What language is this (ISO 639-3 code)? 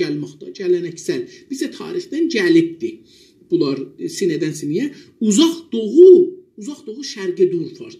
azb